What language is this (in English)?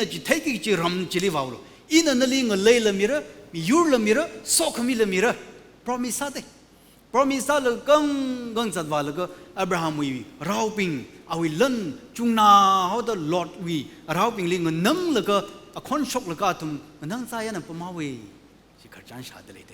Tangkhul Naga (India)